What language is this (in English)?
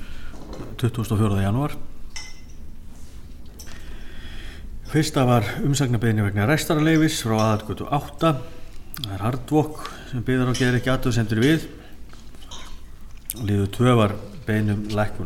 Icelandic